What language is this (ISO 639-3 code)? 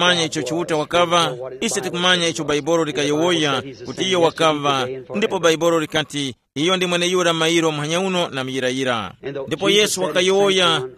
tum